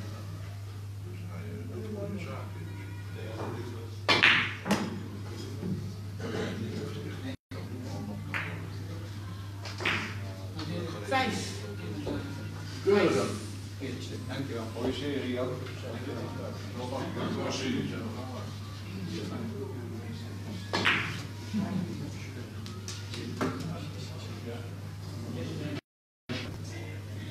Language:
Dutch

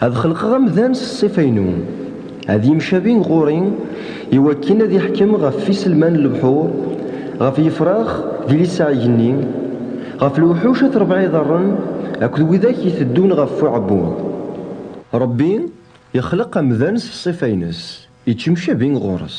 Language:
Kabyle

